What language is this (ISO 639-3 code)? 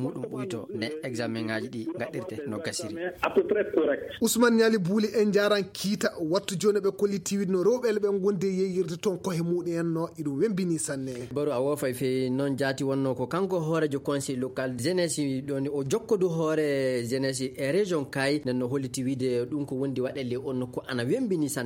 ful